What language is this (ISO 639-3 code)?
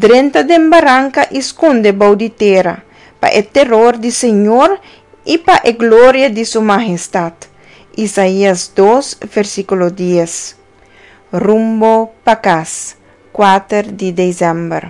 pap